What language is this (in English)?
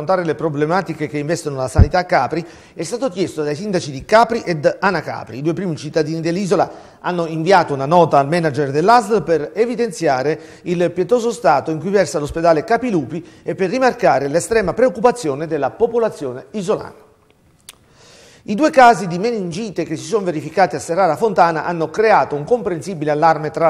Italian